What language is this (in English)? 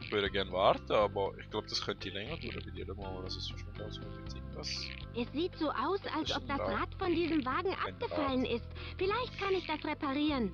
Swiss German